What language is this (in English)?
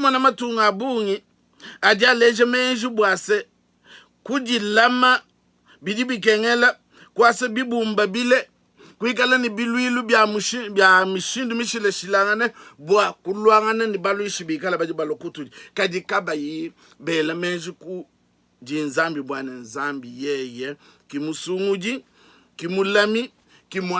Luba-Lulua